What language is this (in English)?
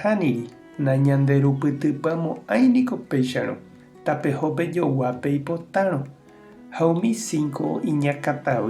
Guarani